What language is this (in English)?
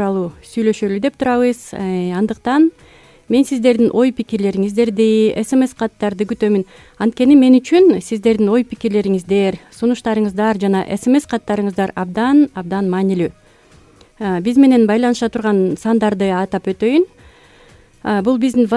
Kyrgyz